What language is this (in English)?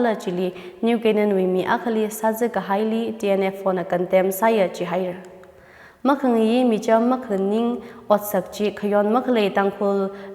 Tangkhul Naga (India)